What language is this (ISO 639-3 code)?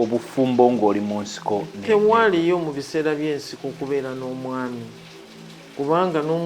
lug